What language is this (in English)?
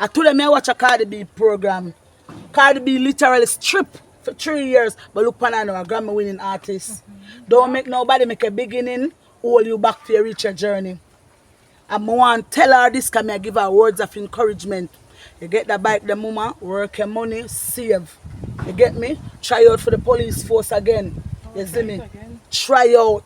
Jamaican Creole English